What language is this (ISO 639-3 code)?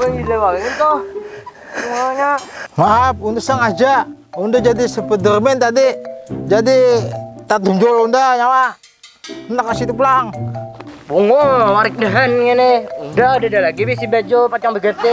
bjn